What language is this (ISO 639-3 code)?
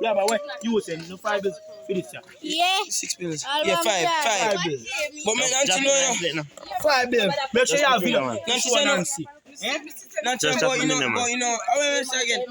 jam